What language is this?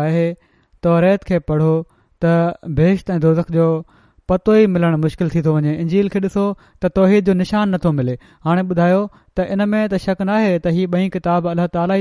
Sindhi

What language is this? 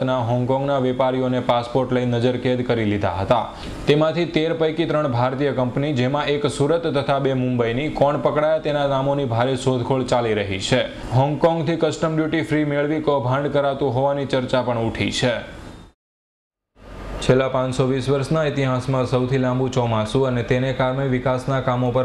Gujarati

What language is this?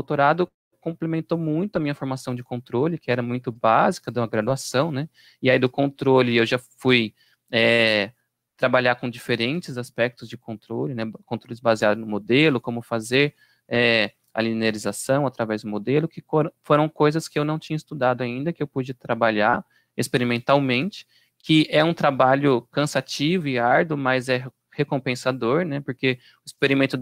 Portuguese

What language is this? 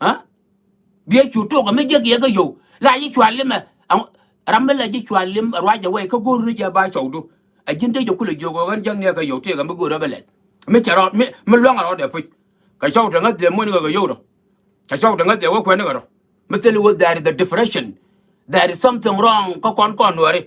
Nuer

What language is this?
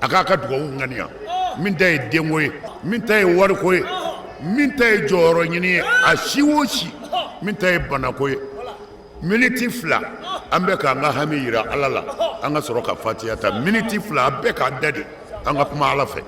Bambara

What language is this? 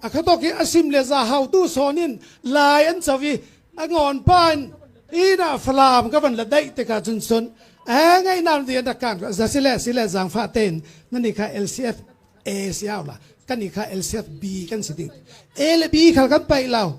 Falam Chin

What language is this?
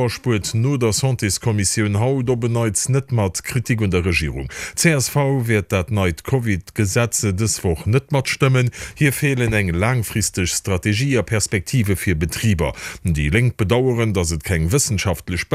Luxembourgish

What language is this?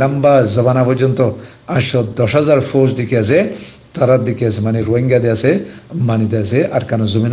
Rohingya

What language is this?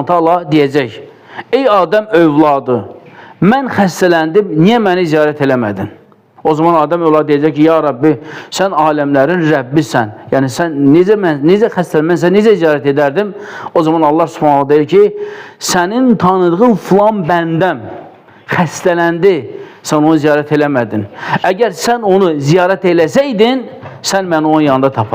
Azerbaijani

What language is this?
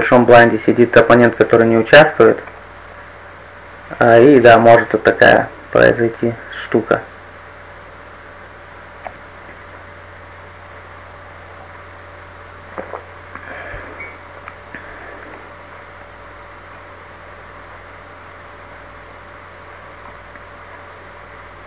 Russian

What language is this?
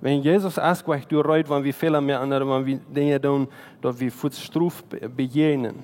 Plautdietsch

